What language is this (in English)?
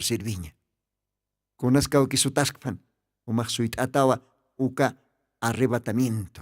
Aymara